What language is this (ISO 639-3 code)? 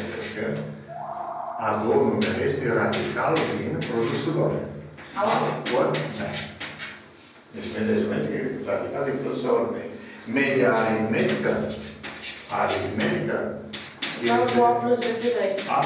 ron